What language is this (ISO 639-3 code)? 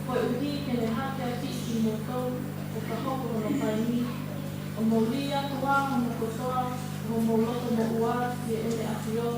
ton